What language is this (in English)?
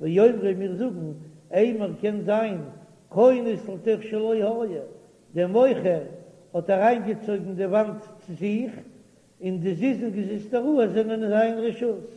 Yiddish